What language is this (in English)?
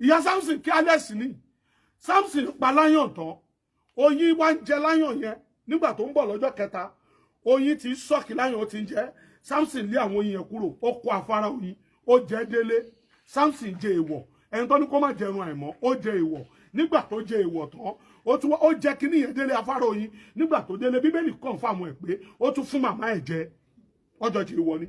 Yoruba